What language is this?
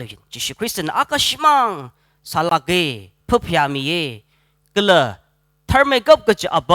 Tangkhul Naga (India)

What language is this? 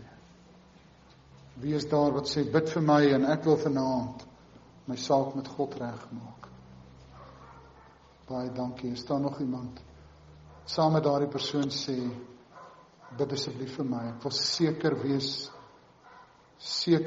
Afrikaans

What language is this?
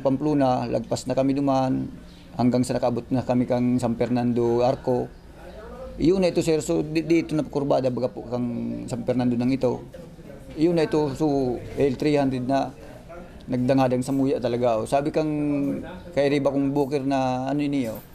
Bikol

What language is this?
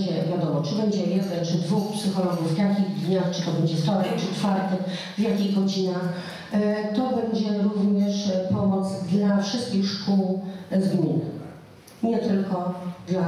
Polish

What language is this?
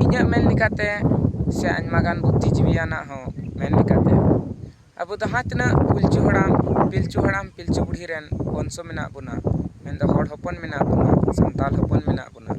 Santali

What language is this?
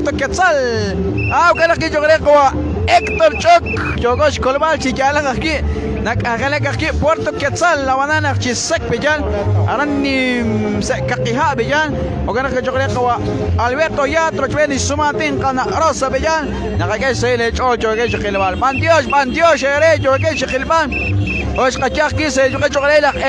Kekchí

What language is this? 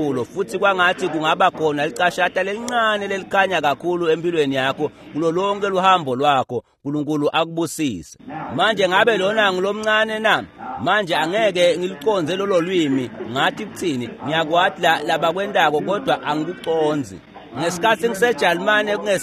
Swati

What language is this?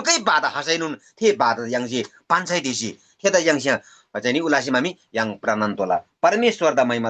Eastern Tamang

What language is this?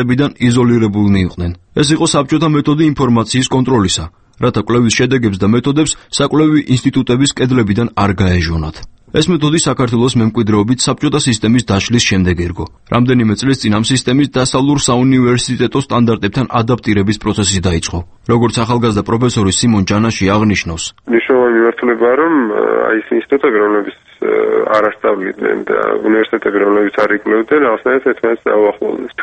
Georgian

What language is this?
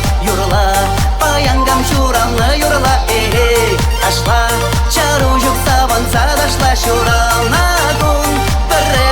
Chuvash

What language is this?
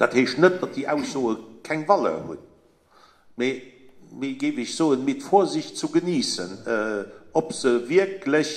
Luxembourgish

